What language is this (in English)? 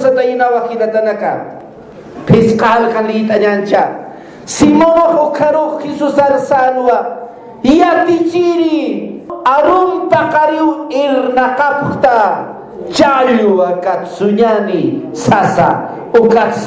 Aymara